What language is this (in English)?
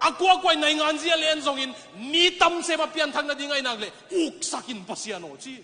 Tedim Chin